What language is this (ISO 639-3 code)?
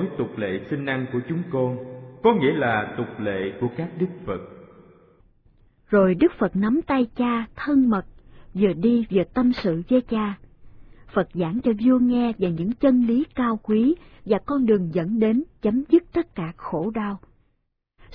vie